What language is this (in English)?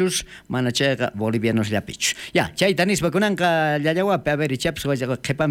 South Bolivian Quechua